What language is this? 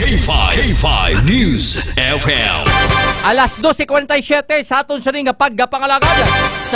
Hiligaynon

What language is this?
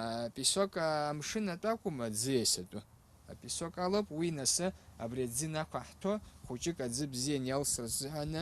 Abkhazian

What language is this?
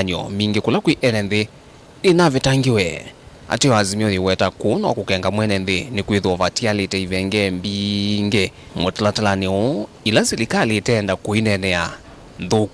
Kamba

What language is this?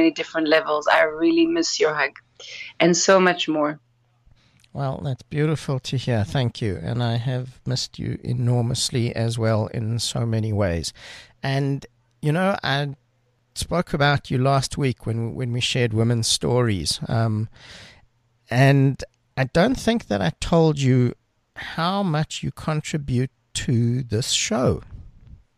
English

